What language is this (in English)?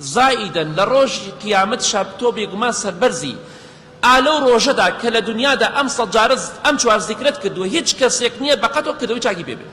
Central Kurdish